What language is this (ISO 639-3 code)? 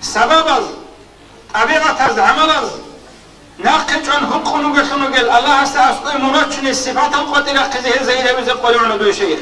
ava